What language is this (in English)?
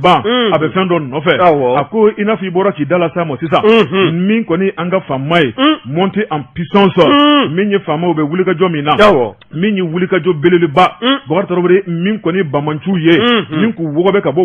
Bambara